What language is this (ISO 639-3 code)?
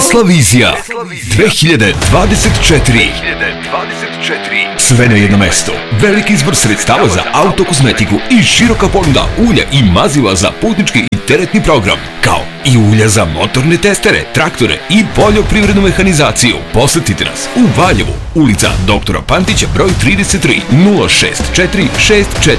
srp